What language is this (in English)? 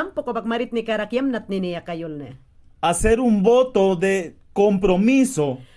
Mayangna